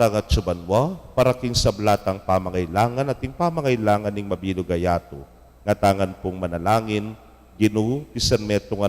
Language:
Pampanga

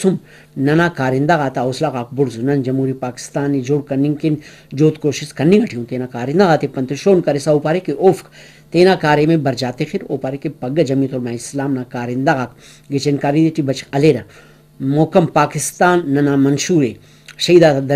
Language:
Brahui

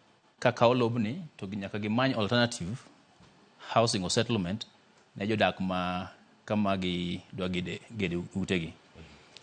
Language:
Luo (Kenya and Tanzania)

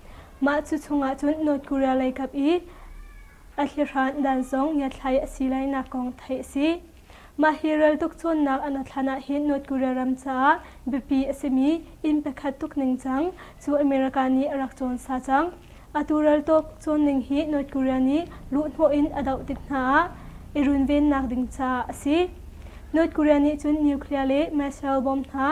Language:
Hakha Chin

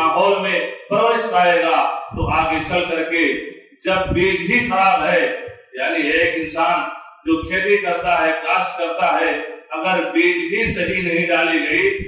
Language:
Urdu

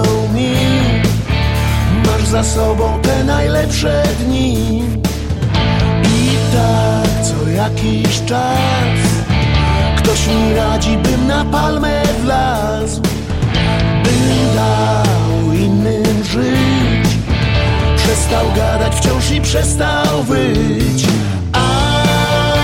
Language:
Polish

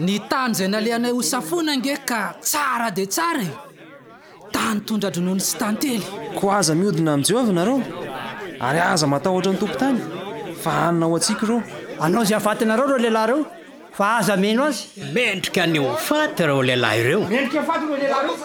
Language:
Malagasy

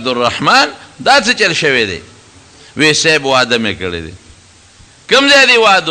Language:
Pashto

